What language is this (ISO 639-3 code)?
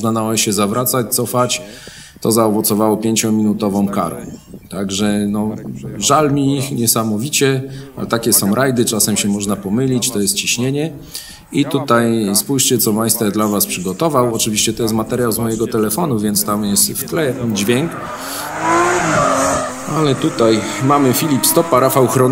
pol